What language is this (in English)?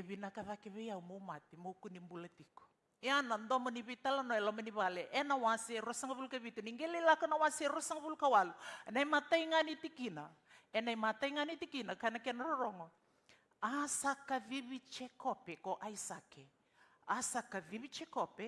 Fijian